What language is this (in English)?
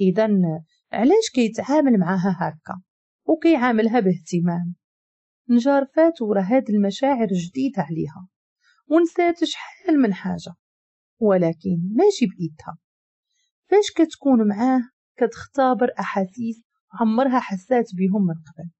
Moroccan Arabic